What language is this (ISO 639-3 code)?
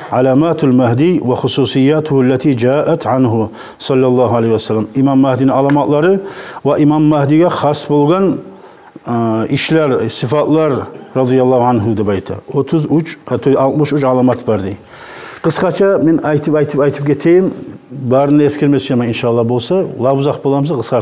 kum